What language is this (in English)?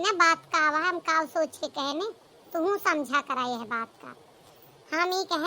Awadhi